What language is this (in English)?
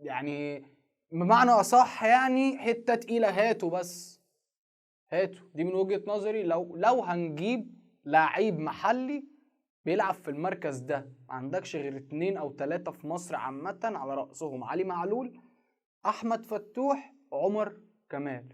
Egyptian Arabic